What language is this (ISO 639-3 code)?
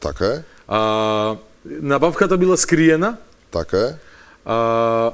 mkd